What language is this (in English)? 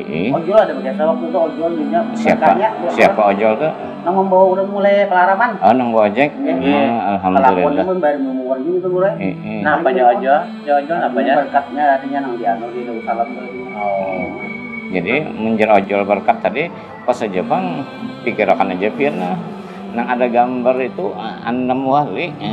Banjar